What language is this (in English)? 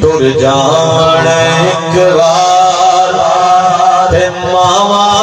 Saraiki